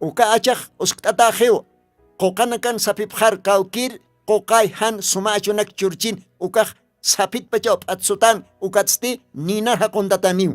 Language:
Aymara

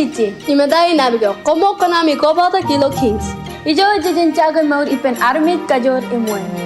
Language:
Marshallese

